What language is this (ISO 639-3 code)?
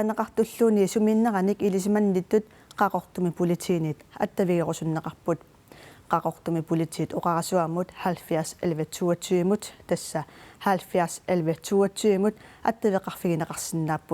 kal